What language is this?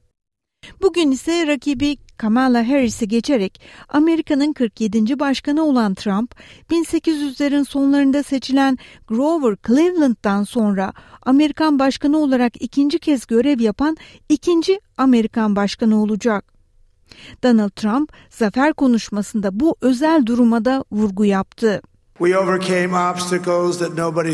Turkish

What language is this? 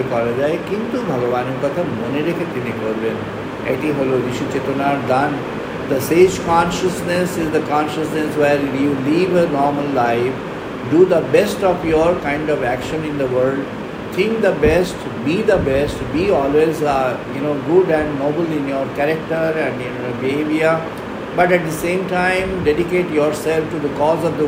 Bangla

